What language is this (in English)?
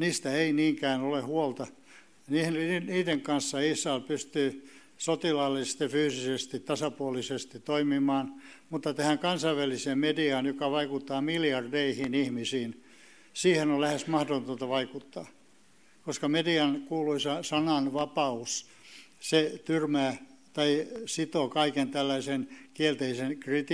Finnish